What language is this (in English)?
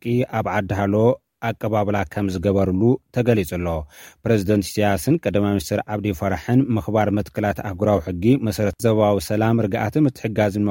Tigrinya